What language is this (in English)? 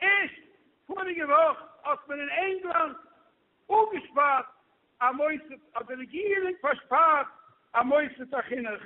Yiddish